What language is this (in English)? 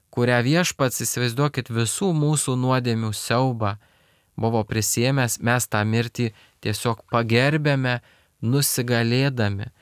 Lithuanian